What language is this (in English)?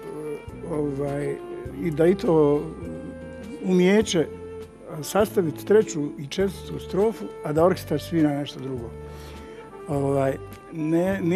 Bosnian